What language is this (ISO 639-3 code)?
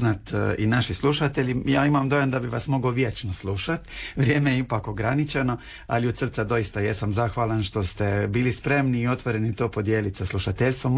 hrv